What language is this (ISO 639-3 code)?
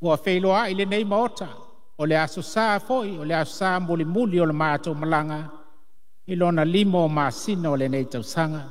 smo